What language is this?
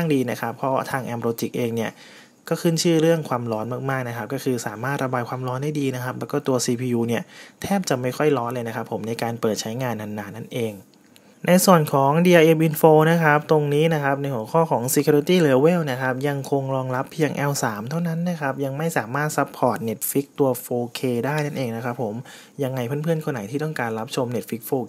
Thai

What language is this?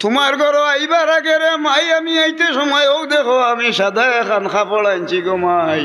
Sylheti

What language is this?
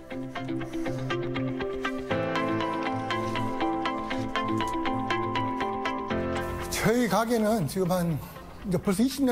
Korean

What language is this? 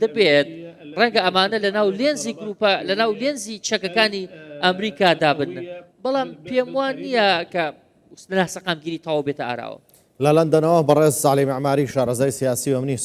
Central Kurdish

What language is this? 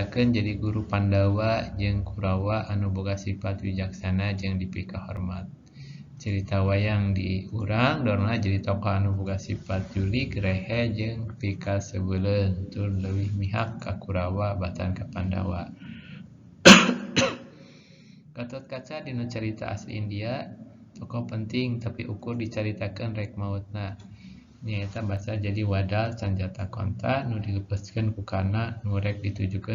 Sundanese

